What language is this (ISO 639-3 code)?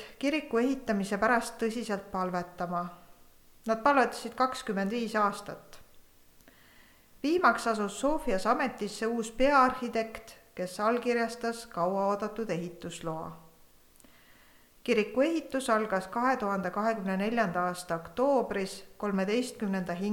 est